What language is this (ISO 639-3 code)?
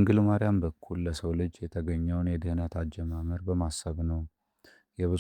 amh